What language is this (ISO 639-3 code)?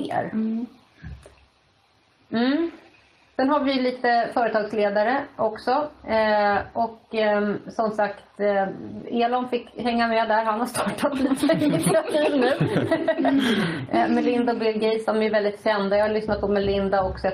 swe